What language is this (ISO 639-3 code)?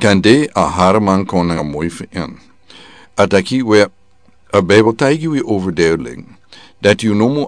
srn